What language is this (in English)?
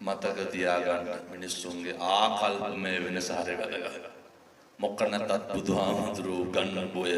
Sinhala